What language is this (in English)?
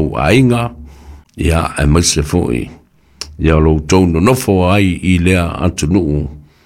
Samoan